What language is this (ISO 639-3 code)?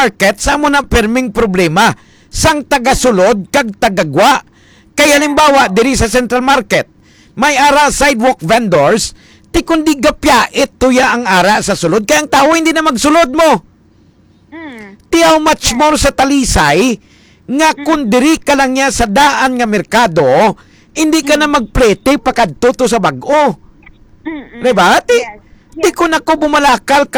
hil